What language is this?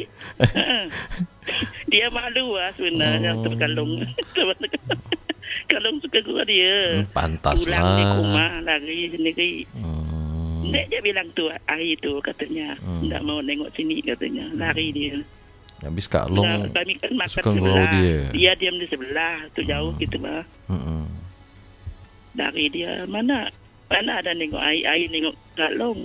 Indonesian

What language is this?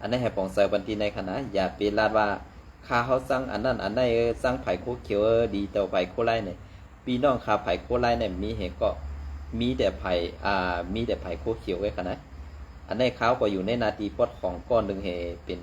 Shan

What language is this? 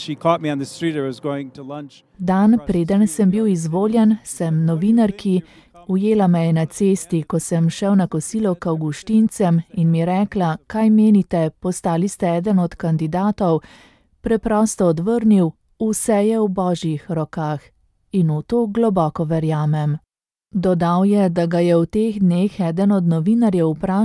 Slovenian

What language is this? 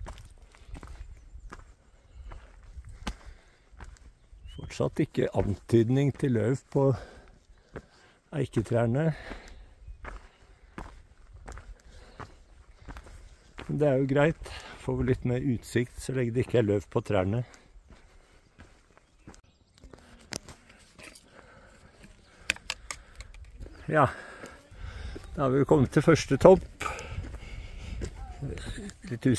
Norwegian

